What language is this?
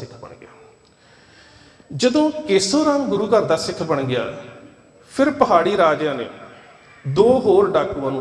Punjabi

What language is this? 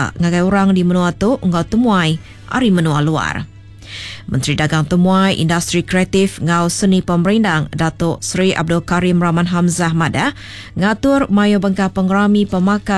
Iban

